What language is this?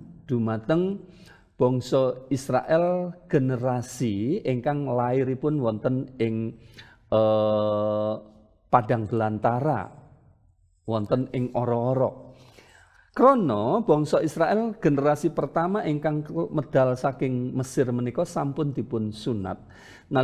Javanese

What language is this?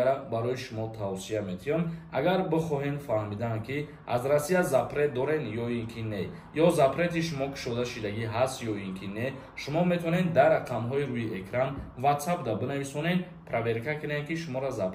Tajik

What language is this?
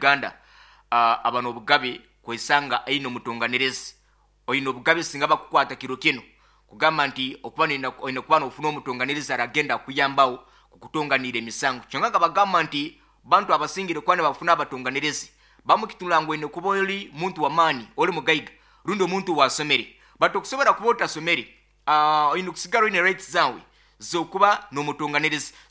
Nyoro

